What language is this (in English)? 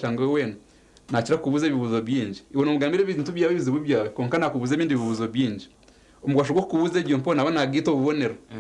Nyankole